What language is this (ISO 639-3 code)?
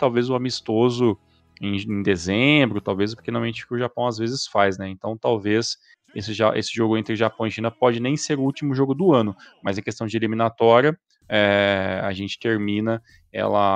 por